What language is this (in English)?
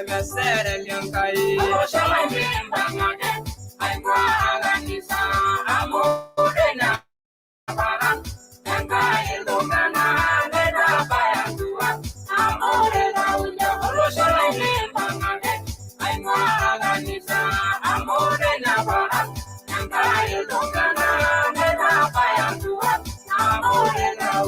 Masai